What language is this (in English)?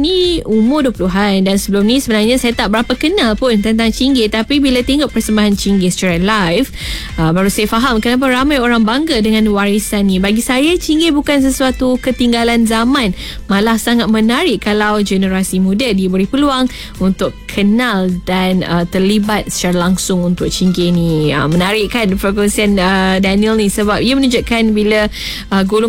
Malay